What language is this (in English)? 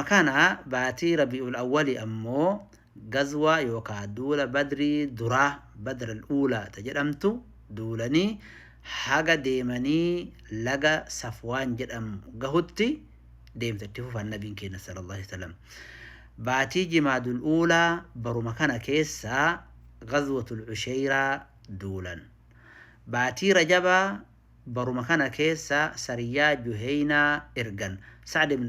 Oromo